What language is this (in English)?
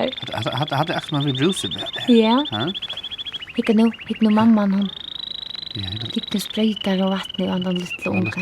Faroese